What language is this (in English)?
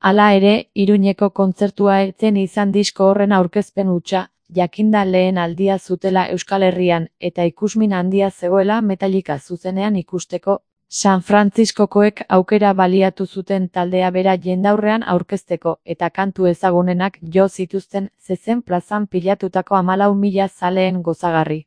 Basque